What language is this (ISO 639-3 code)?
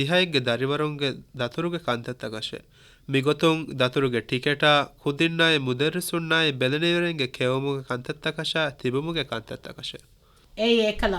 div